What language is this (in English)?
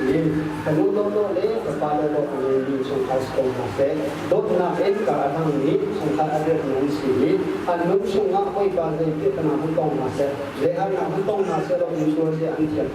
Hakha Chin